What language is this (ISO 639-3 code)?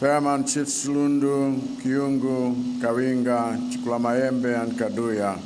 nya